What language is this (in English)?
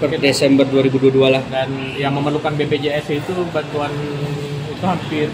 Banjar